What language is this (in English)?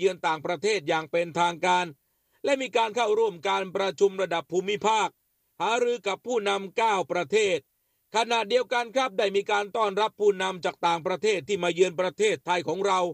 Thai